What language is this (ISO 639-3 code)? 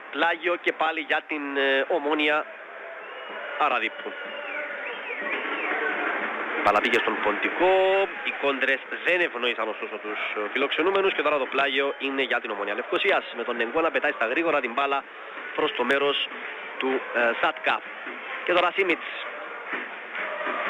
ell